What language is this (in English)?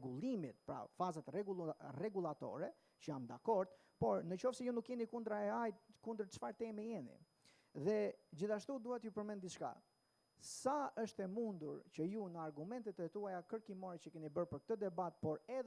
Albanian